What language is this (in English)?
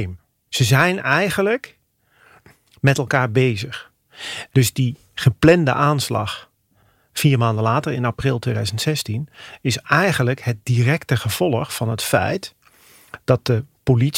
Dutch